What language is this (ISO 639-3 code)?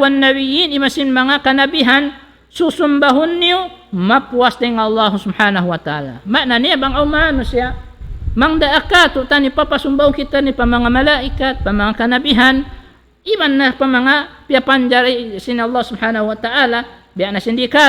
tsg